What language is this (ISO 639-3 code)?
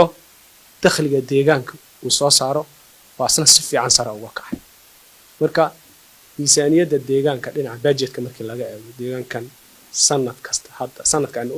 som